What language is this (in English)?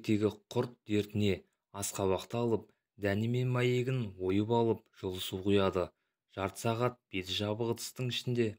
Kazakh